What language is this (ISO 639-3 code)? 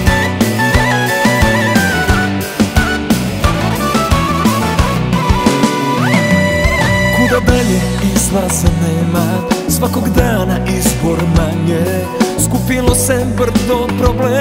srp